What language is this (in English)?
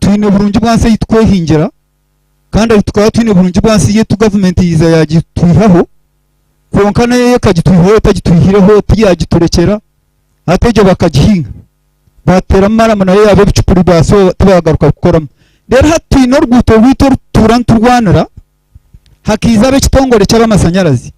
Nyankole